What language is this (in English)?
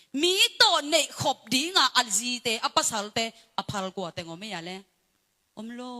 Tedim Chin